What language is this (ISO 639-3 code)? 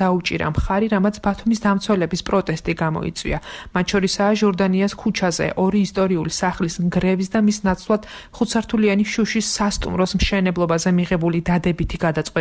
kat